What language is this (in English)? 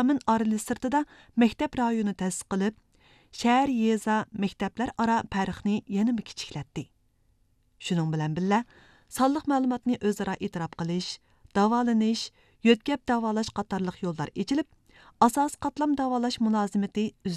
Uyghur